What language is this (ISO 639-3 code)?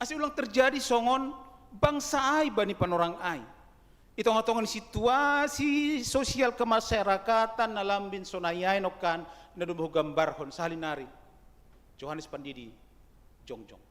bts